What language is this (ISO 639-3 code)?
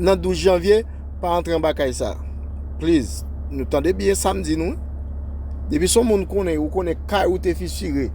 hat